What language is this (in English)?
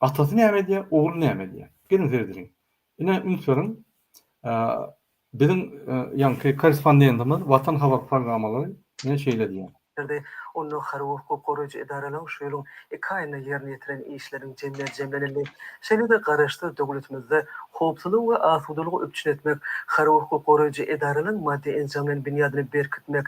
Turkmen